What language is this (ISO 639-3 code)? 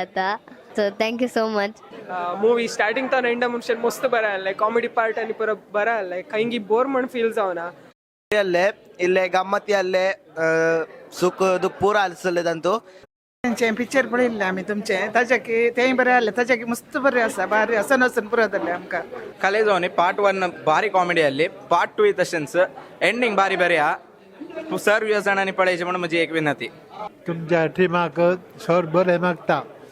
kok